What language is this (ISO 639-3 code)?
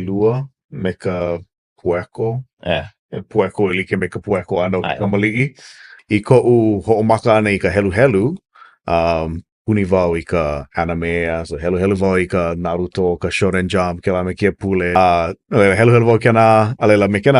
haw